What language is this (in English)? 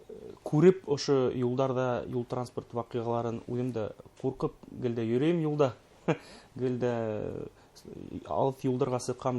Bashkir